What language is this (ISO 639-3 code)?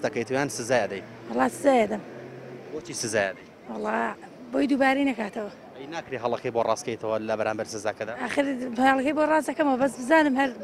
ckb